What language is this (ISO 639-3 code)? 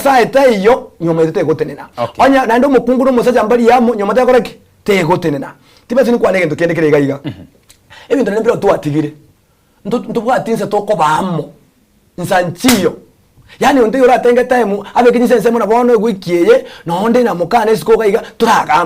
guz